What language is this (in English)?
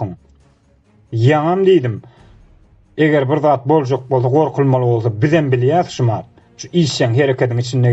Turkmen